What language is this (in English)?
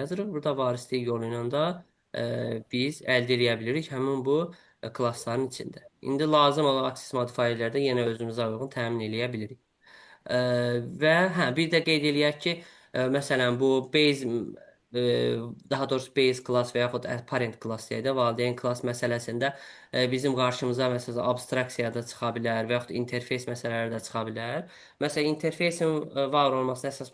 Azerbaijani